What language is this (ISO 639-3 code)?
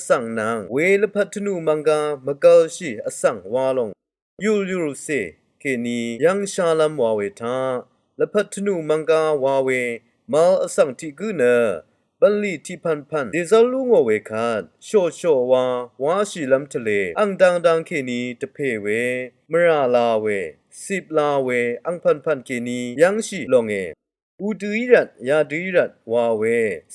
raw